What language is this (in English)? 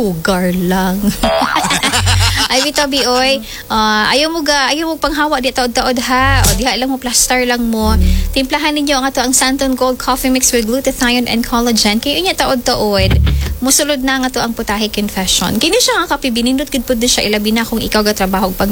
Cebuano